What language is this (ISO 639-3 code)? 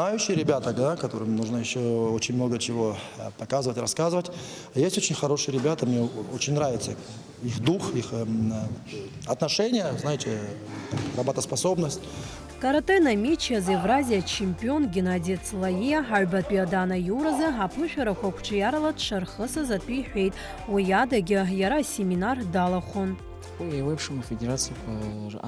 abk